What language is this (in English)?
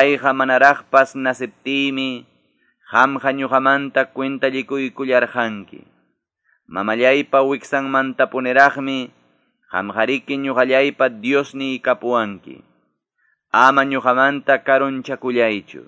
Quechua